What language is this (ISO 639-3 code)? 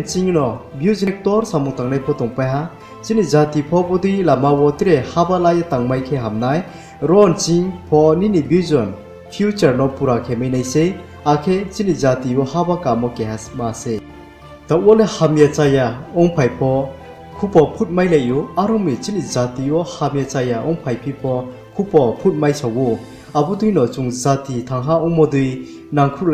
ria